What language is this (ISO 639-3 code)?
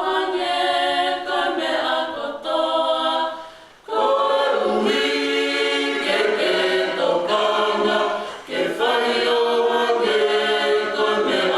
ton